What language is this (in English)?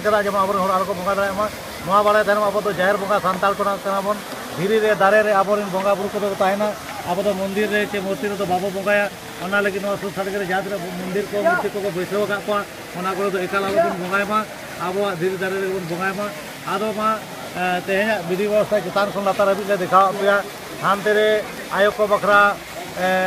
Santali